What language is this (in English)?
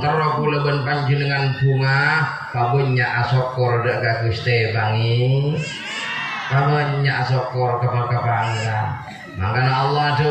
Madurese